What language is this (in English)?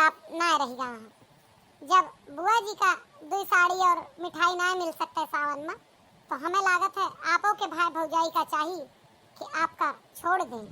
Awadhi